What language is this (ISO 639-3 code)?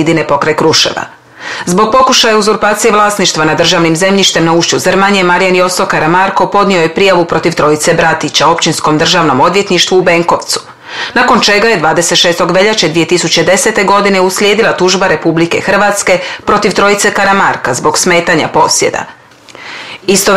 hrv